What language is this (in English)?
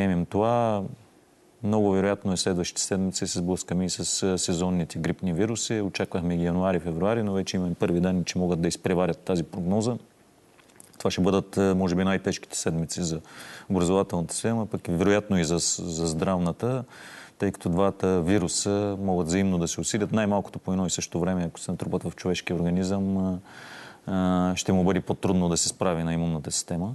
Bulgarian